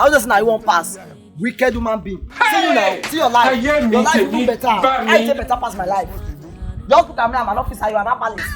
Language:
Nigerian Pidgin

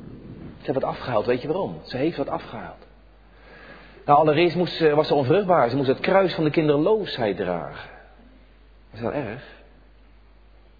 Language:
Dutch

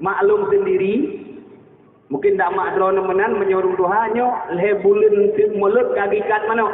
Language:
Achinese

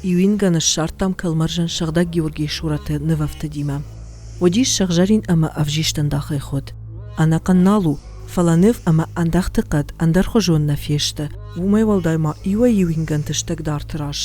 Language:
Ossetic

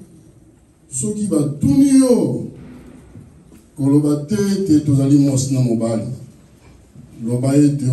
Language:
Lingala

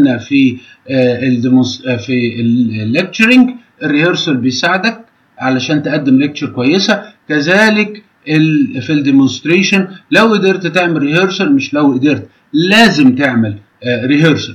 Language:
Egyptian Arabic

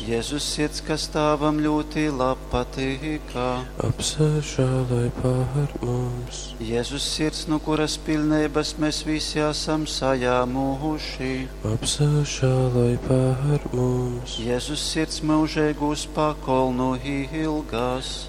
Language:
Latgalian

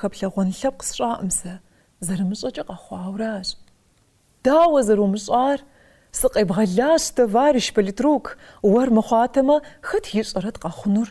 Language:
Kabardian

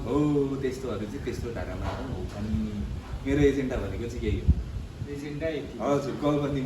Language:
Nepali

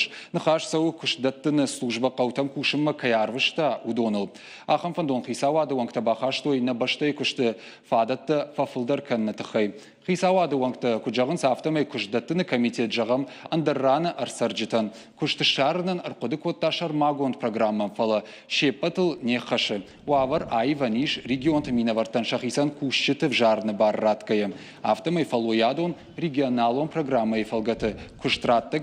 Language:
Ossetic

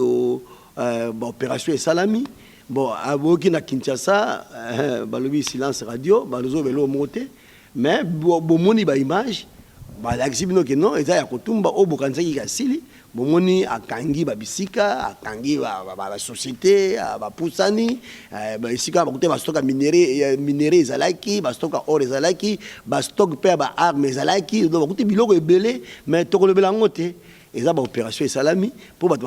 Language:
Lingala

